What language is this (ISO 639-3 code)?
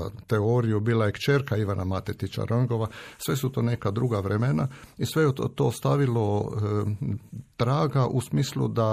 hrv